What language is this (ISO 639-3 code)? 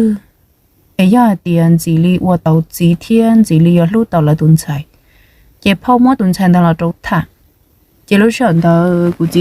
hmn